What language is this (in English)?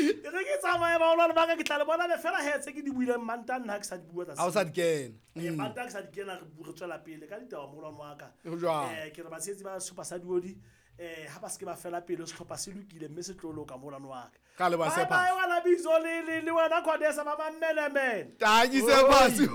Southern Sotho